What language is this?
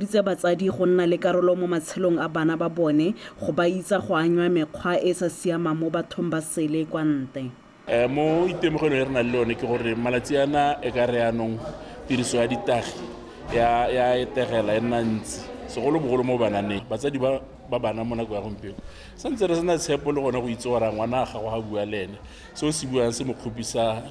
Tswana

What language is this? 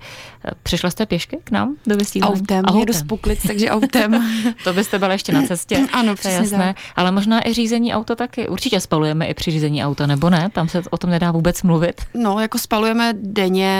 Czech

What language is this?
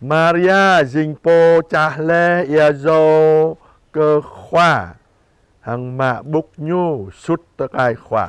Jarai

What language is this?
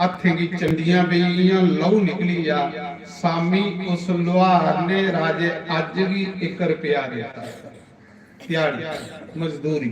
Dogri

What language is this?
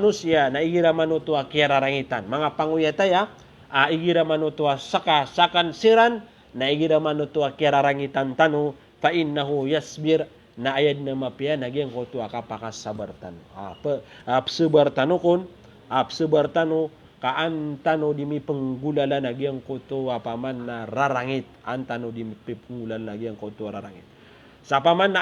Maranao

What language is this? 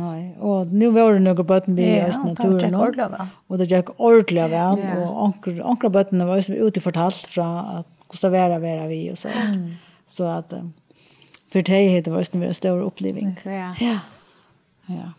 Faroese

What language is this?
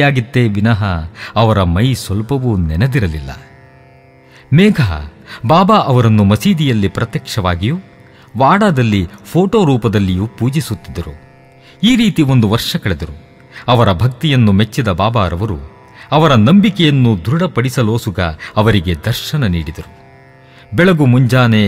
Kannada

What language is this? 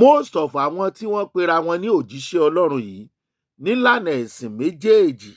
Yoruba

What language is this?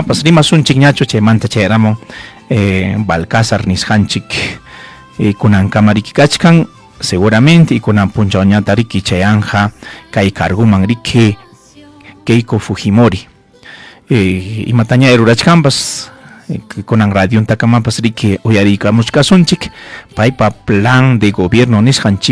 Ayacucho Quechua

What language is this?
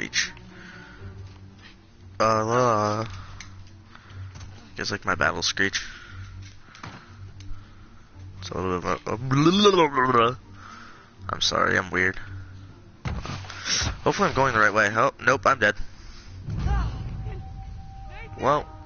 English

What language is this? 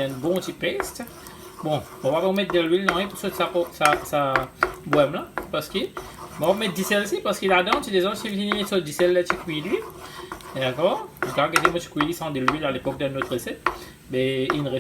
Morisyen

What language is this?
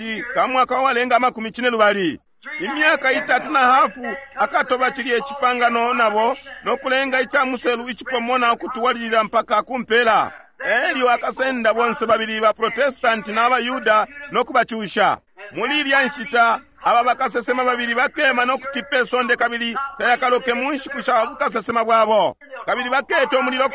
Bemba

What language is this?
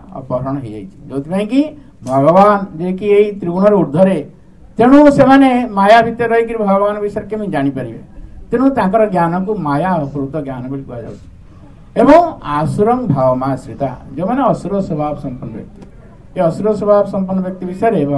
Odia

